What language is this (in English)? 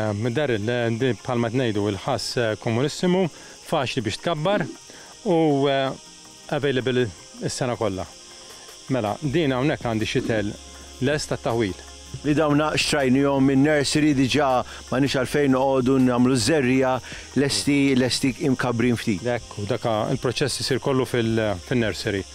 Maltese